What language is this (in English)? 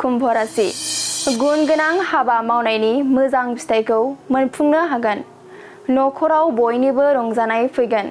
Bodo